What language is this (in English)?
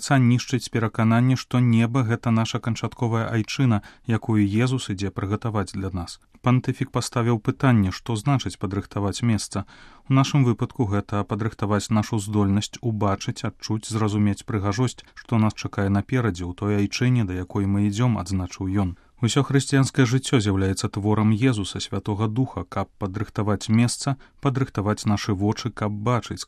Belarusian